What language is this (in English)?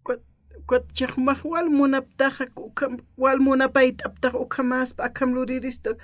Aymara